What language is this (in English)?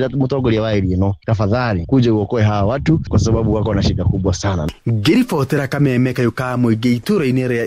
Kikuyu